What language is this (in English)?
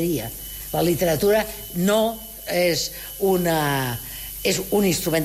Catalan